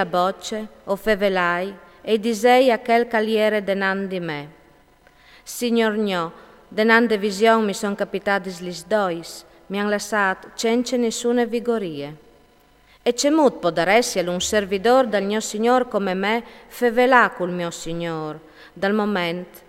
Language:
Friulian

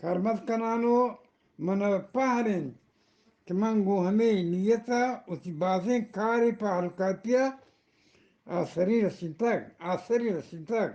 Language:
Eastern Balochi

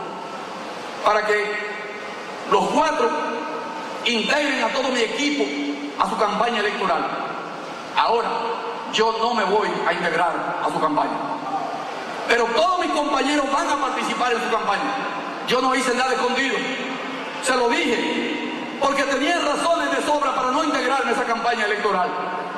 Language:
Spanish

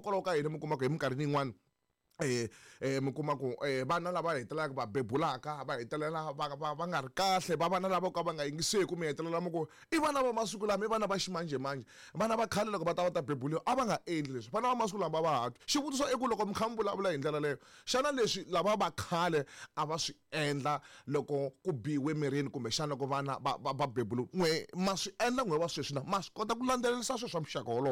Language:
Tsonga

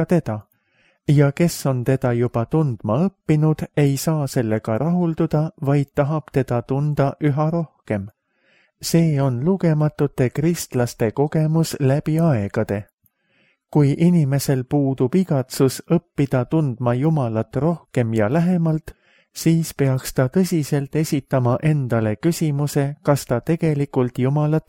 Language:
Estonian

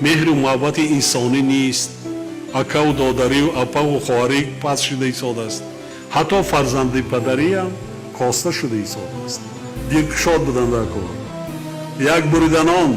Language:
Tajik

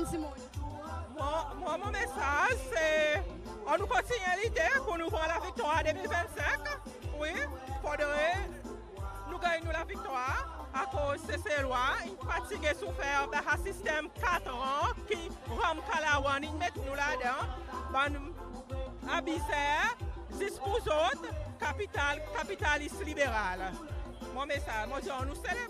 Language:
Seselwa Creole French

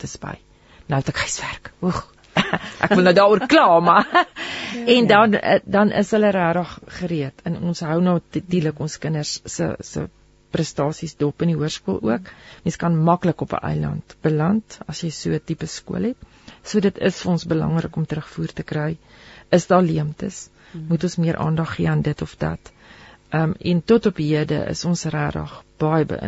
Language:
Afrikaans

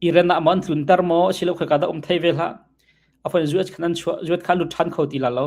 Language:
Hakha Chin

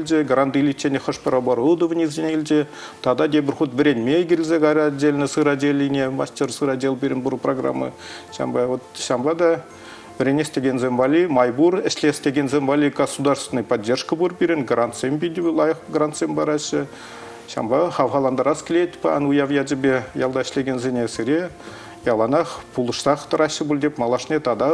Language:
Chuvash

